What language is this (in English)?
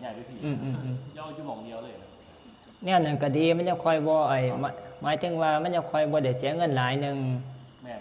Northeastern Thai